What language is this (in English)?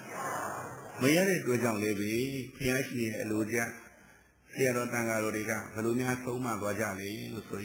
Burmese